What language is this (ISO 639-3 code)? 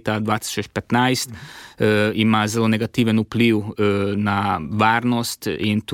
slv